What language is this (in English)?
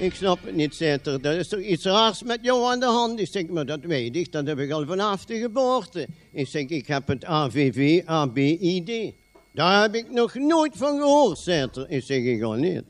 Limburgish